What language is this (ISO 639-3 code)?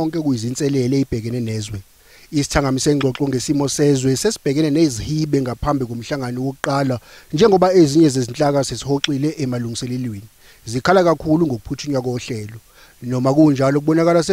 zul